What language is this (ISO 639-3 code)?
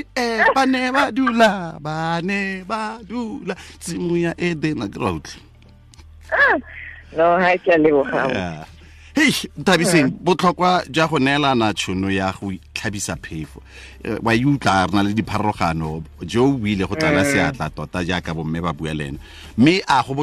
tsn